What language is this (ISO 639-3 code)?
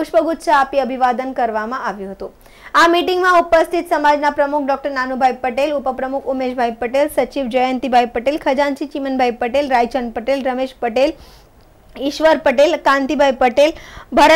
guj